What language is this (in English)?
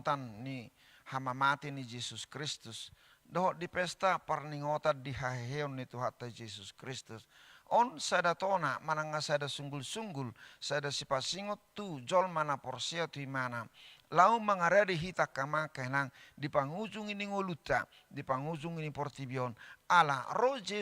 Batak Toba